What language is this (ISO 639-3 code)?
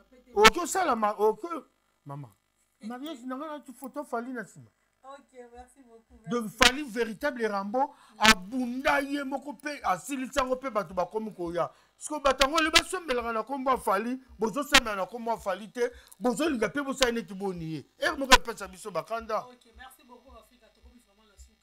lin